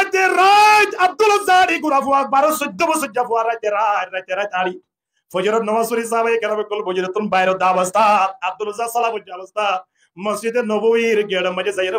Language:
Rohingya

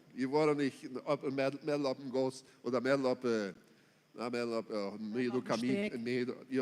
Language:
Plautdietsch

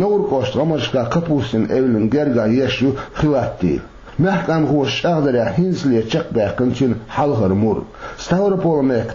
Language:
Chechen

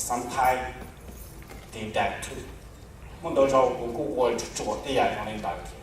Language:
Hmong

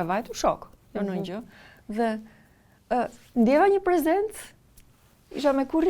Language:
Albanian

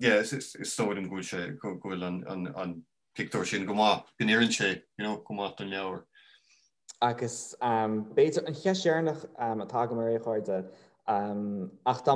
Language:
Irish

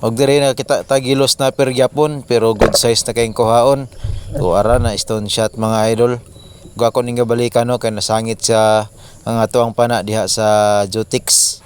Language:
Cebuano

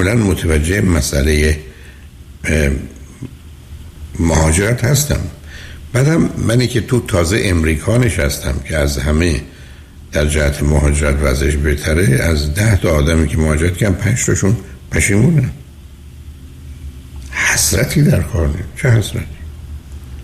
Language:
Persian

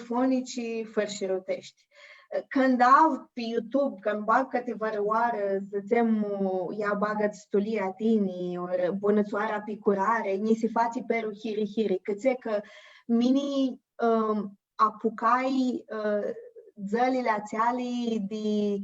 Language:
Aromanian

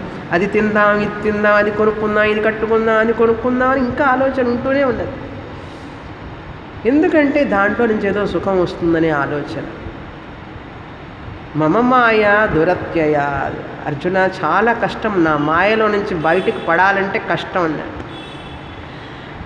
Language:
Telugu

